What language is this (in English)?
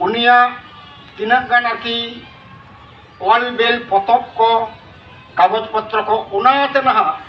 Santali